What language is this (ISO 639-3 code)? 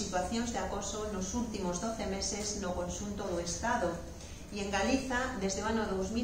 glg